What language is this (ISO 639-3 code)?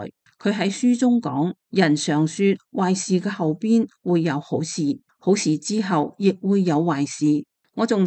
yue